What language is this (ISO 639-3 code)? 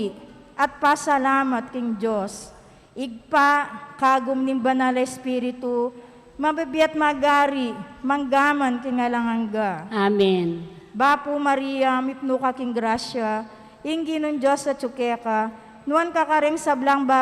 pam